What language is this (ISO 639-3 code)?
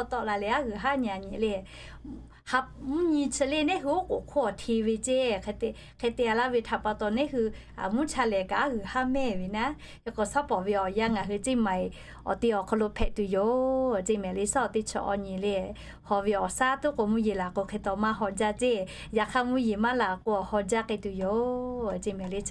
lhu